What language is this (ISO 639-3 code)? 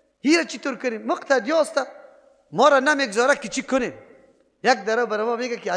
fas